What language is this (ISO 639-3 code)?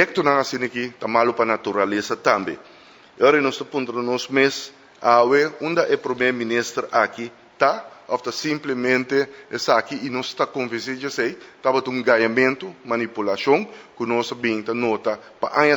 pap